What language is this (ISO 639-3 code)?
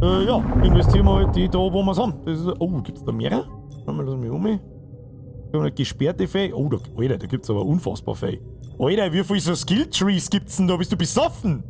bar